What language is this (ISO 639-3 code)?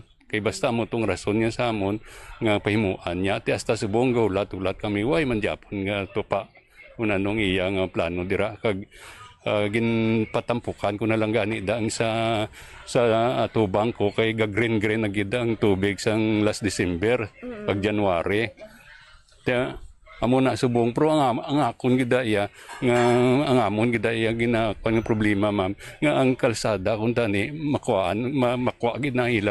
hil